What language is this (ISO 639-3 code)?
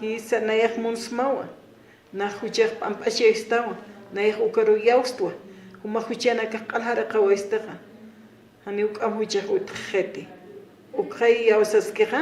aym